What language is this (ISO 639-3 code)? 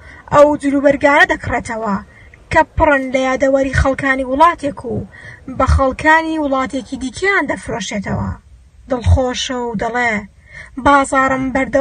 ckb